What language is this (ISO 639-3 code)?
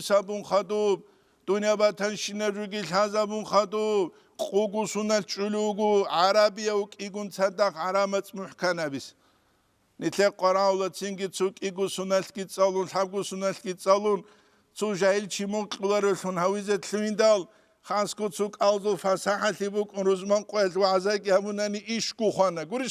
ava